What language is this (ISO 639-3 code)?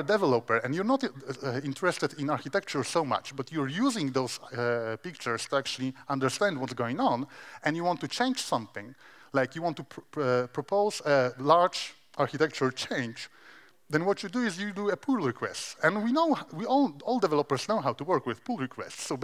eng